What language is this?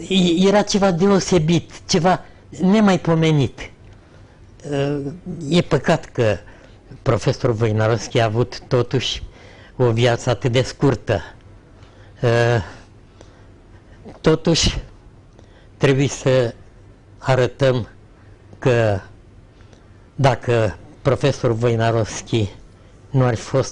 Romanian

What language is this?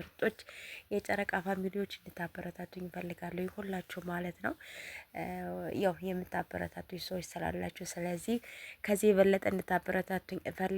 Amharic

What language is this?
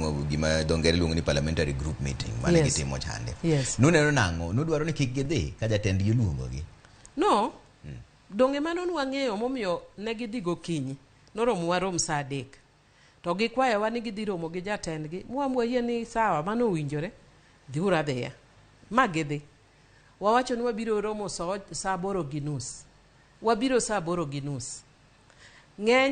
Luo (Kenya and Tanzania)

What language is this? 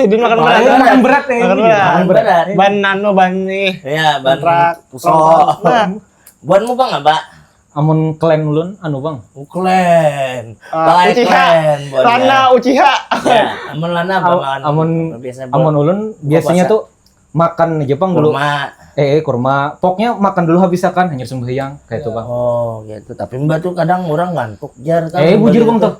Banjar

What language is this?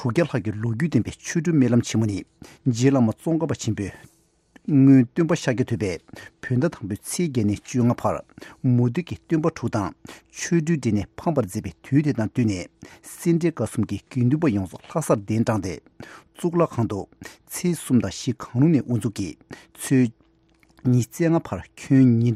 Tibetan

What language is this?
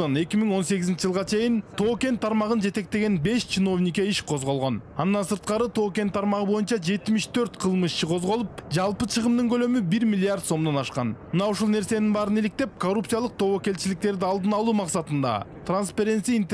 Kyrgyz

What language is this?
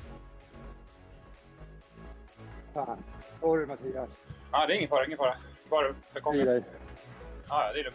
Swedish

